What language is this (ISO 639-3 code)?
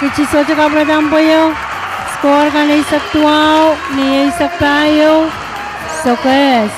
pon